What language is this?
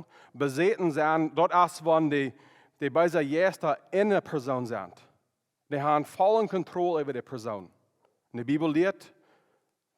Plautdietsch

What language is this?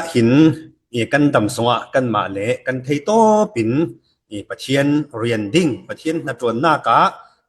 Falam Chin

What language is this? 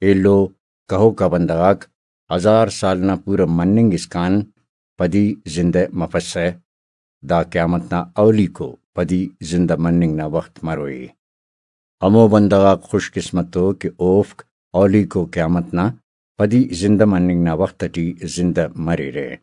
Brahui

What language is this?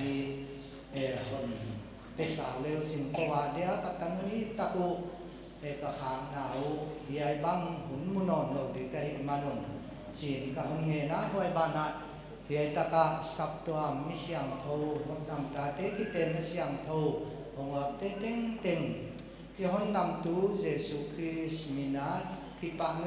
Paite Chin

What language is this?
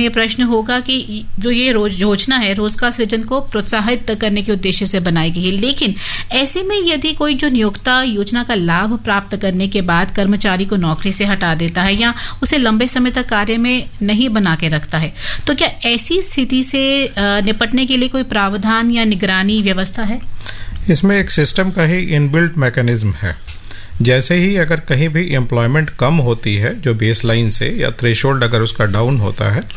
Hindi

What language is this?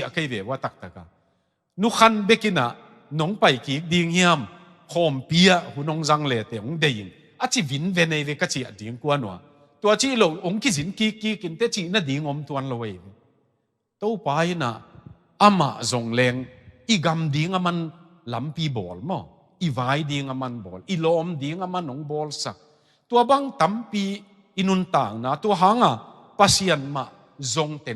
Tedim Chin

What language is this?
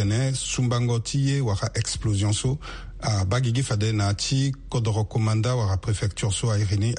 Sango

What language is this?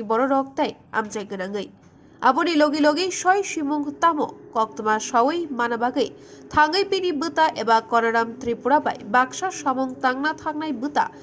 Kok Borok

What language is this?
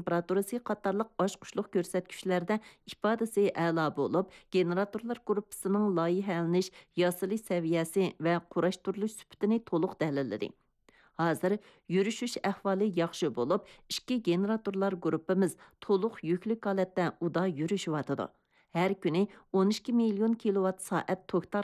Uyghur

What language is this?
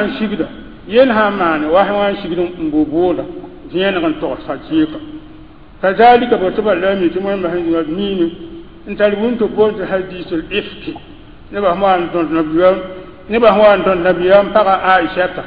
Mossi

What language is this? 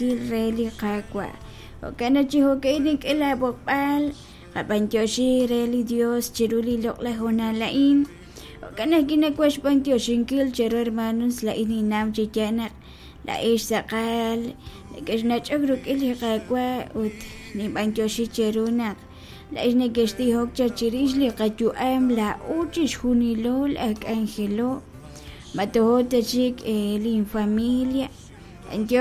Kekchí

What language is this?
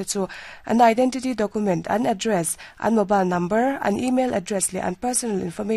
Mizo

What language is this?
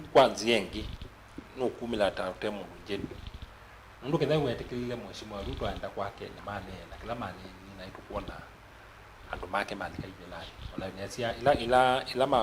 Kamba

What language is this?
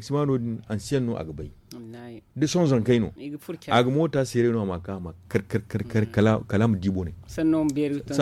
Zarma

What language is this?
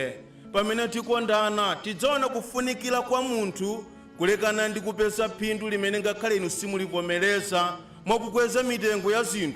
Nyanja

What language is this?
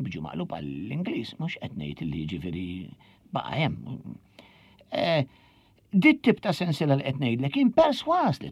Maltese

